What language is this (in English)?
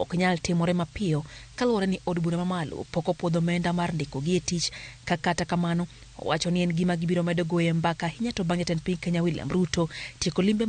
Luo (Kenya and Tanzania)